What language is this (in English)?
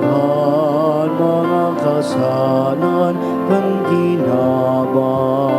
Bikol